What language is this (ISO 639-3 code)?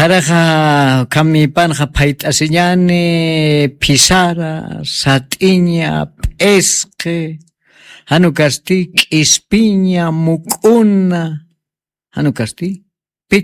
aym